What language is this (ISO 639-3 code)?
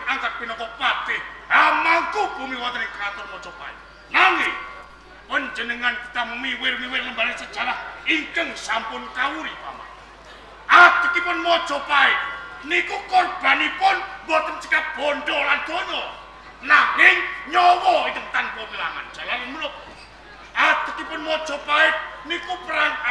jav